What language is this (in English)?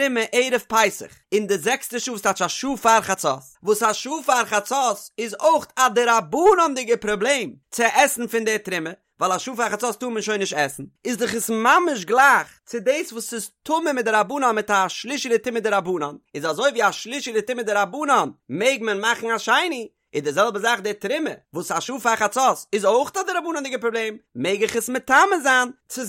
Yiddish